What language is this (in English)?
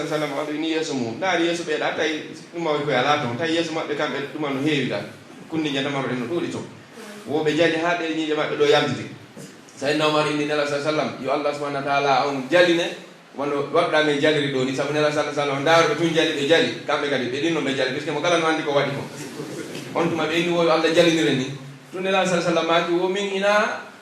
Pular